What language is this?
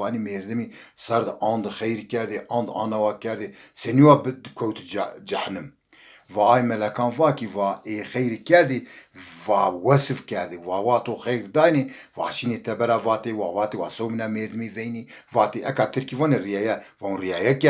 Zaza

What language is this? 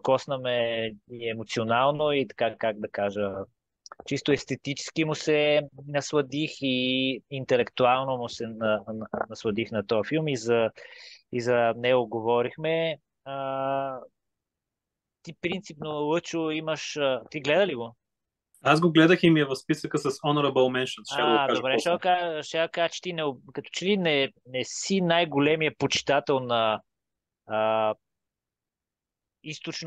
Bulgarian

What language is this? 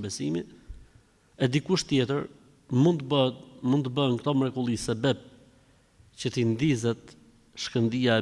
Albanian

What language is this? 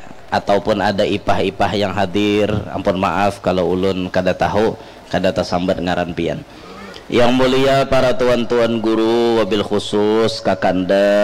Banjar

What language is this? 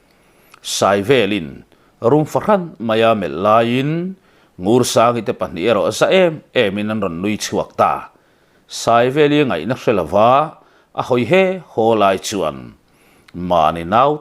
Mizo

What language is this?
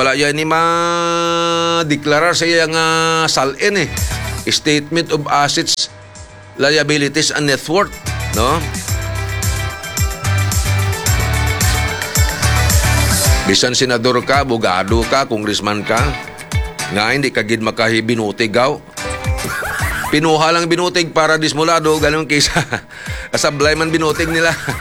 Hiligaynon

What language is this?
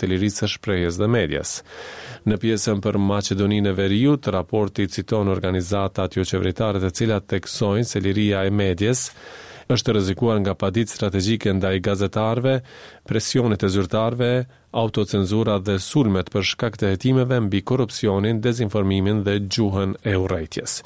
Albanian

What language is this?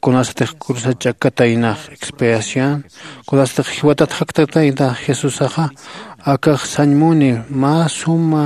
Aymara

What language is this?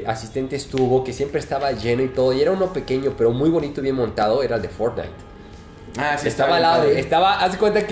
Spanish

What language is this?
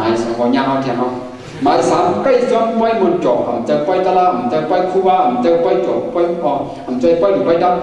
Shan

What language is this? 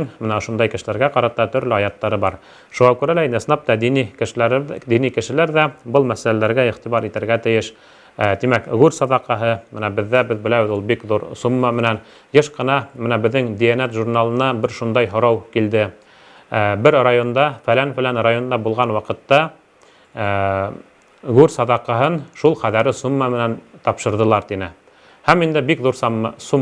Bashkir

